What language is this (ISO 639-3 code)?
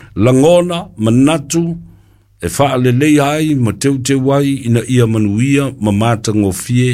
smo